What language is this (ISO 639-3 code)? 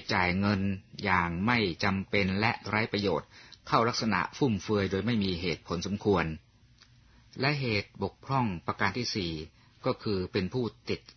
tha